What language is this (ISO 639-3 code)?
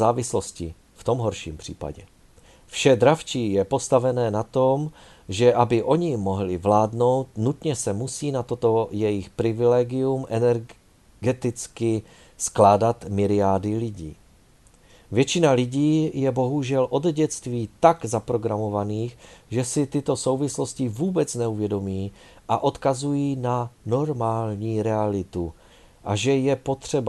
ces